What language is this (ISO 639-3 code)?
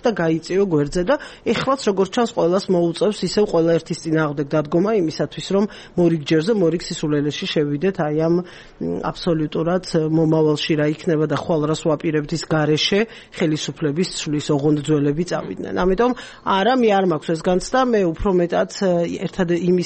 kat